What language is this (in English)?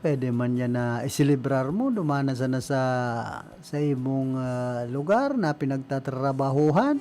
Bikol